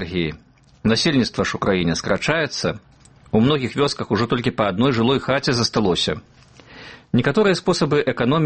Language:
Belarusian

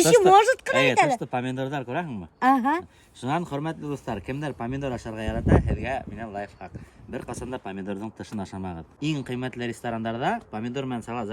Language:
Bashkir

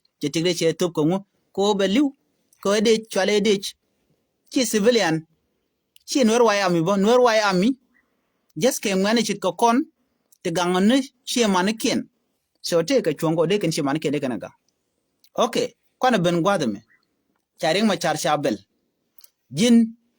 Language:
Nuer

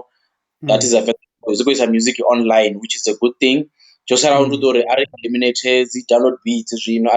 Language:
Venda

